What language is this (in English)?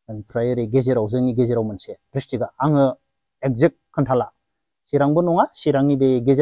Bodo